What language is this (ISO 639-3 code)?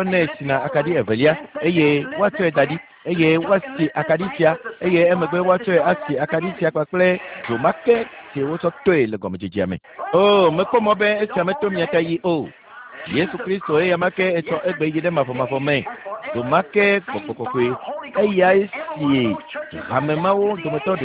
ewe